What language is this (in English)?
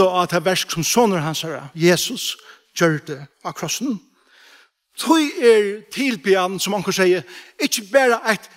Faroese